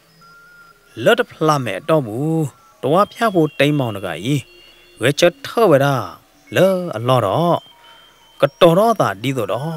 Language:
S'gaw Karen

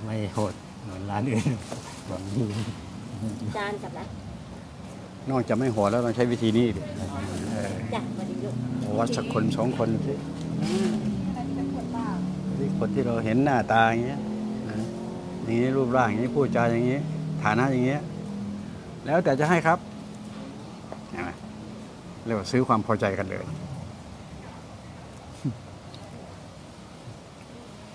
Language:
Thai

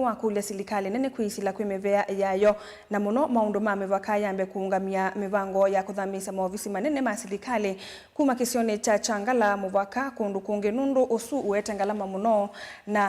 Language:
Kamba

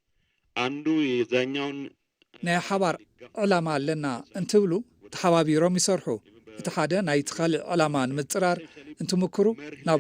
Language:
Tigrinya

